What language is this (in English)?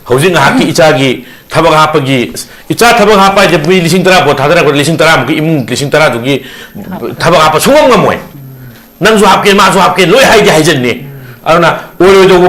Manipuri